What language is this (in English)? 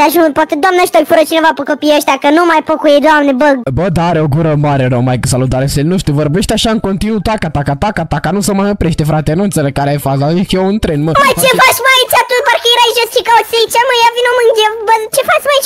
Romanian